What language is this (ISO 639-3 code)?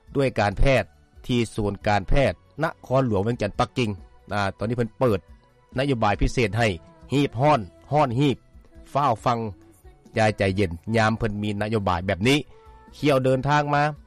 lao